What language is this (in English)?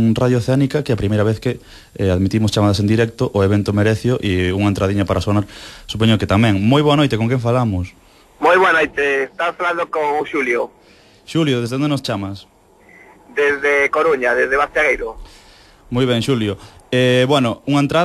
Galician